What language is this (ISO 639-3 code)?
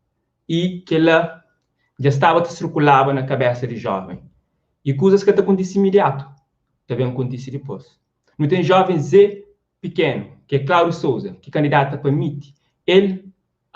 kea